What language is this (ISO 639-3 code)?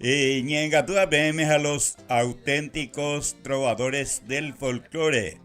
grn